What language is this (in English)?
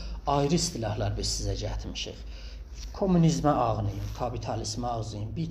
South Azerbaijani